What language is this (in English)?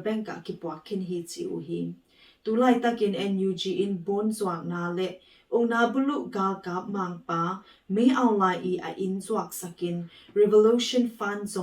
Tedim Chin